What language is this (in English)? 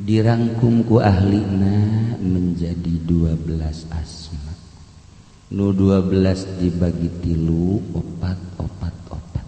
Sundanese